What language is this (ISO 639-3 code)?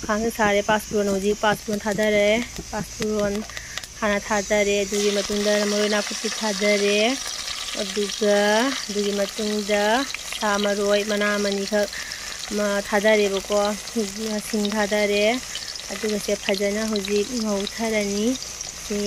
mni